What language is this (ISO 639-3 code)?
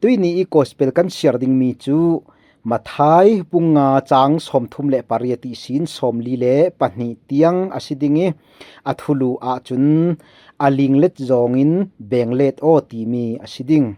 cfm